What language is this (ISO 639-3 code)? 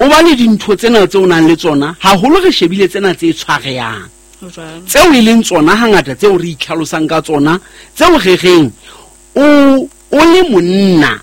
sot